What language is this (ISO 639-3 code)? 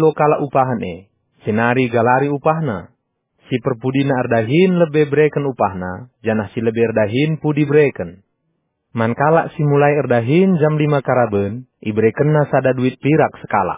btx